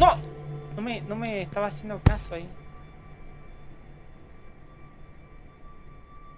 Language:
Spanish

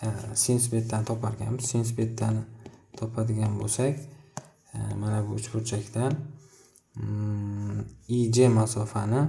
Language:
Uzbek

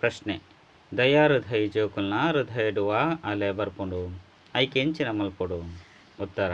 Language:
Tulu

